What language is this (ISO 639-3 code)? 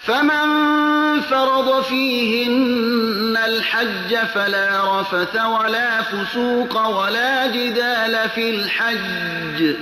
fas